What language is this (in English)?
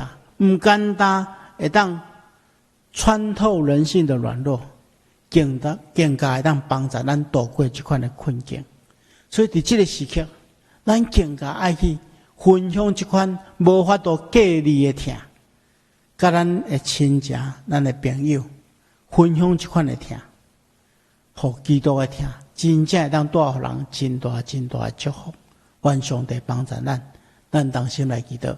Min Nan Chinese